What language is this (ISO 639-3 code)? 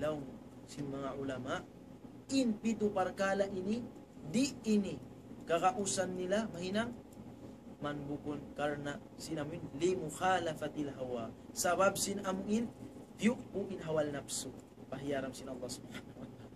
tsg